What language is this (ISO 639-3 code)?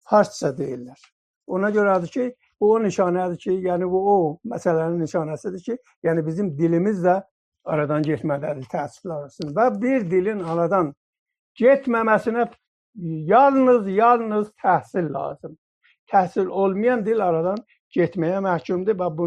azb